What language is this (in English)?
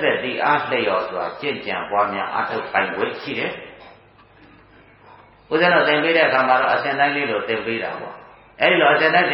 Burmese